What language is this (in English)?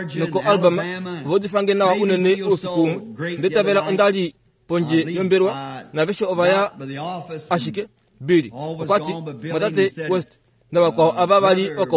Kuanyama